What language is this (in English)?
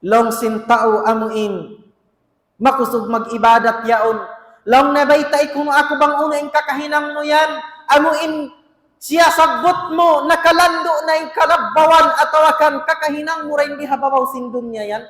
Tausug